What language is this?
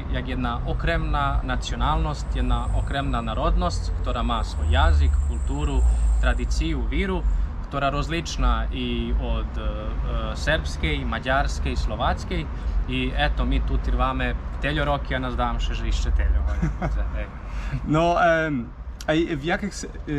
Rusyn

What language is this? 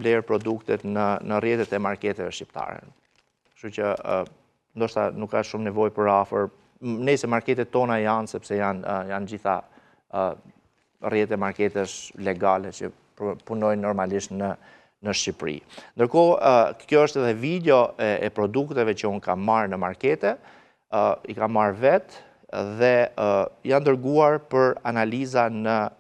Albanian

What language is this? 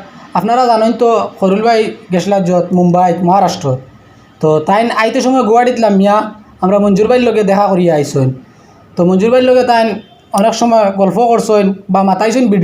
Sylheti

